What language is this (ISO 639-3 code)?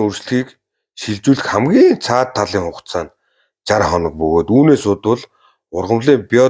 mon